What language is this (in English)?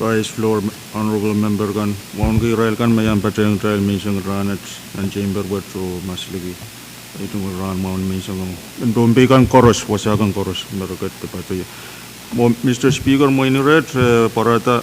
Pohnpeian